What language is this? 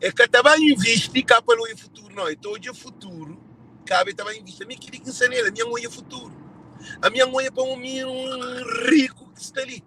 Kabuverdianu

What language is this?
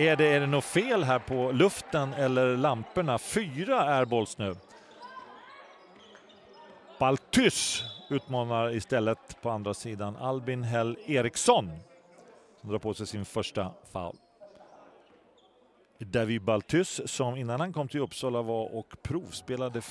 Swedish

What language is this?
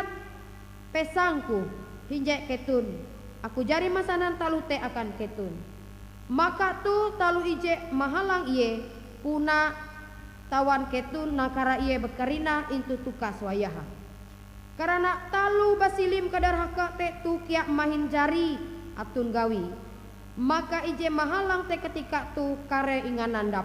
Ngaju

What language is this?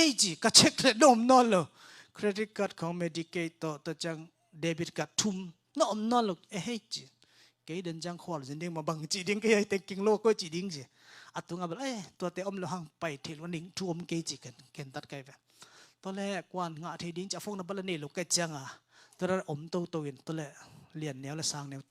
Tedim Chin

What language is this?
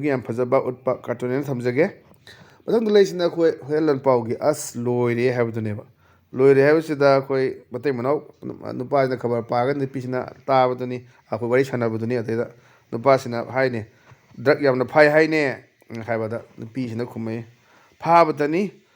Manipuri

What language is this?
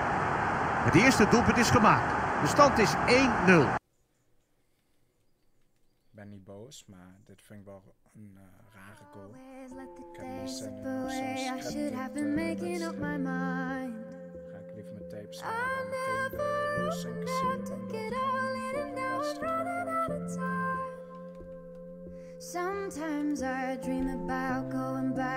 Dutch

